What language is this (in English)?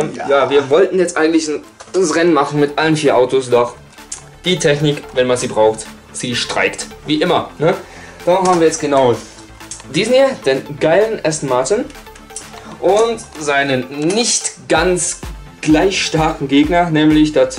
Swiss German